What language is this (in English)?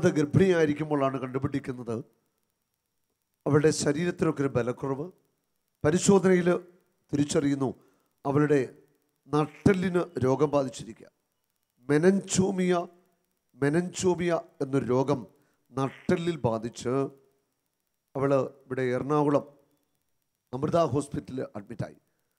Malayalam